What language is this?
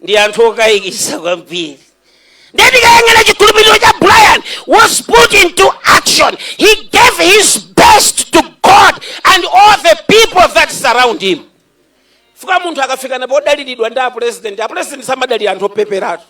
Nyanja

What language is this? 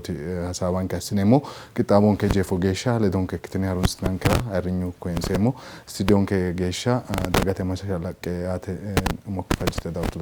Sidamo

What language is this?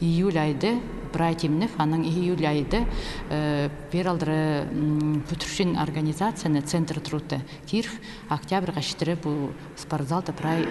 Khakas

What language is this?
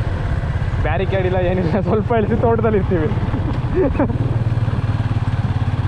Kannada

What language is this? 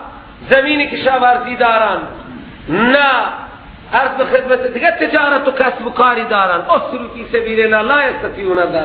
Persian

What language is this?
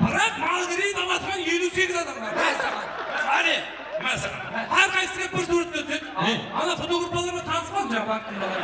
Kara-Kalpak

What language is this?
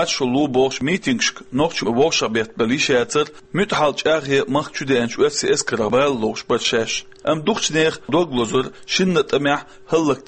Chechen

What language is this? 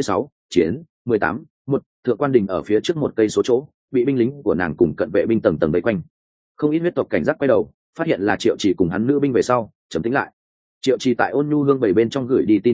Vietnamese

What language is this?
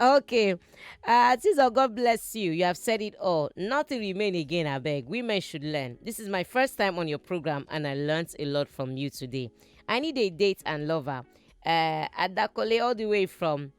Nigerian Pidgin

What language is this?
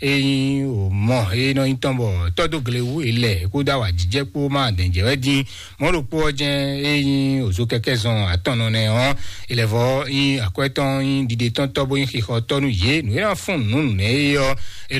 Fon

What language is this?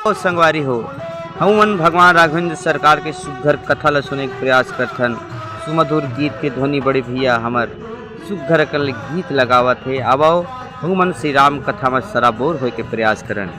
Chhattisgarhi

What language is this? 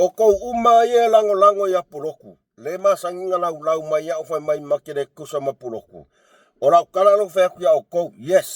Samoan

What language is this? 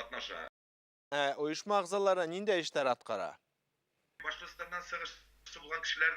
Bashkir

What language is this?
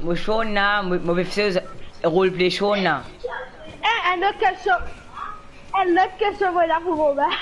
Morisyen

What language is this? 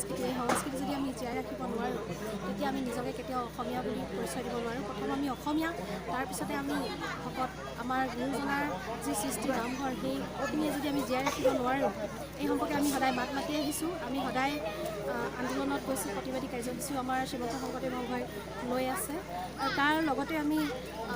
Assamese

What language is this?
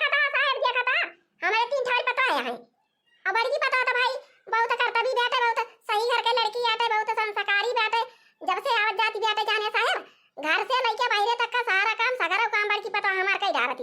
Awadhi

